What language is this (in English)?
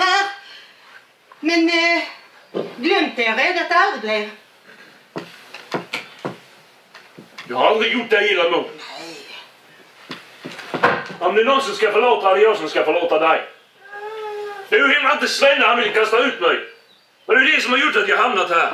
Swedish